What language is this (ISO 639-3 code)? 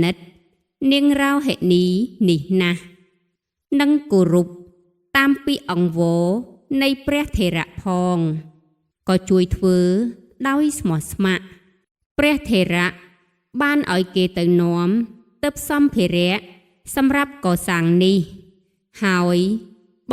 khm